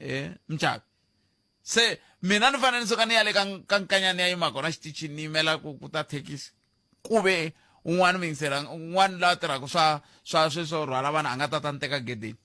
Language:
Tsonga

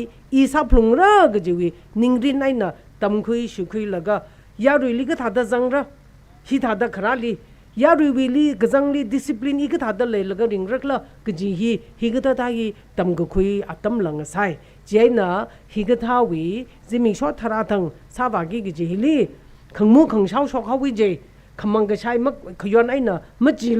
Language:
Tangkhul Naga (India)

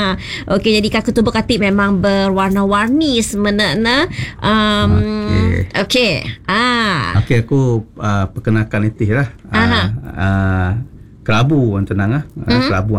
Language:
Malay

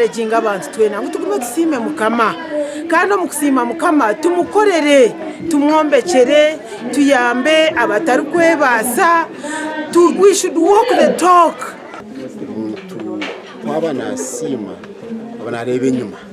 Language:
Nyankole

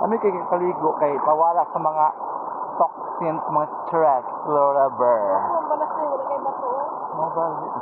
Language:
Cebuano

